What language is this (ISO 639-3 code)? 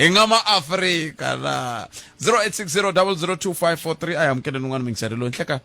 tso